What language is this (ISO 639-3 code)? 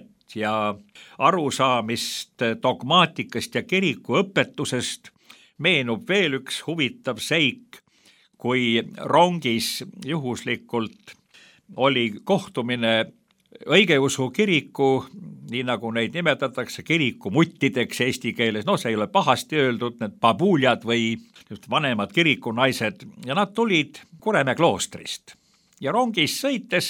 est